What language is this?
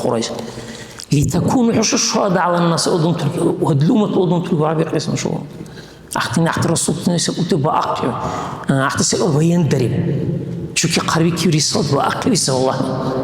Dargwa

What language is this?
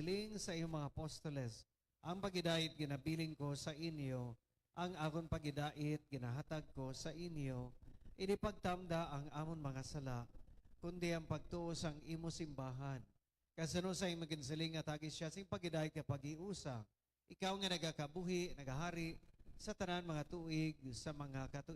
Hiligaynon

